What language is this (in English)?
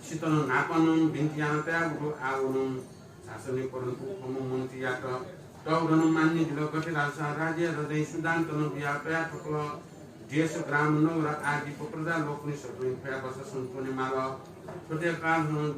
Newari